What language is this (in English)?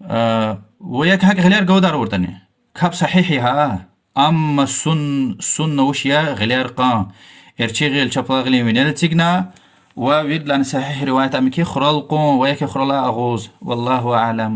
Lezghian